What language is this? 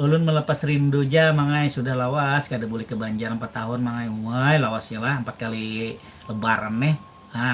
Banjar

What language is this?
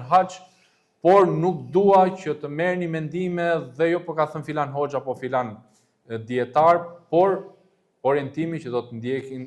Albanian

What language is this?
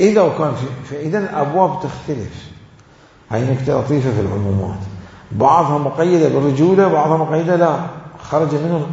Mesopotamian Arabic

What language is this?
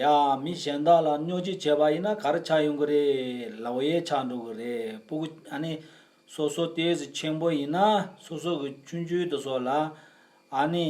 Tibetan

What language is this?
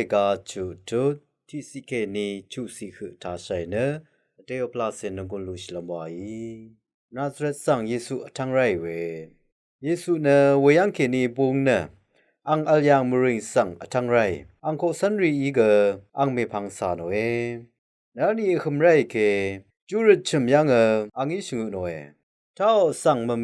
Rawang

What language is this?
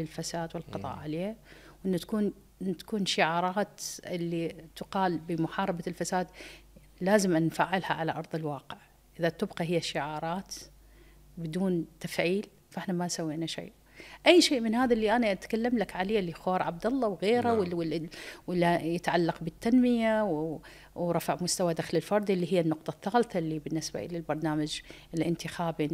Mesopotamian Arabic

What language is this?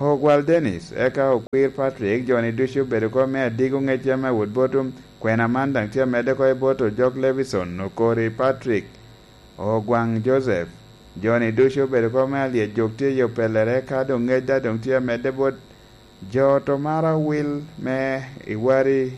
Lango (Uganda)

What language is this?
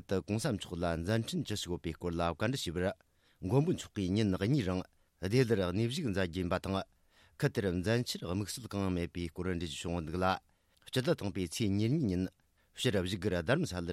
Tibetan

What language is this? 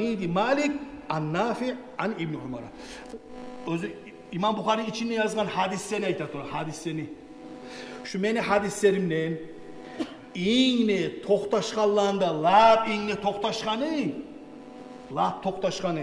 Kumyk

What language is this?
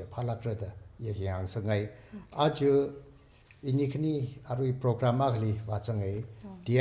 Tangkhul Naga (India)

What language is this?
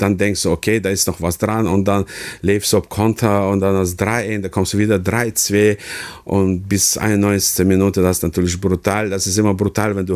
Luxembourgish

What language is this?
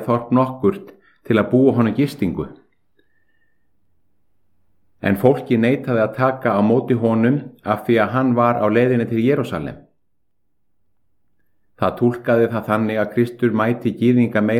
Icelandic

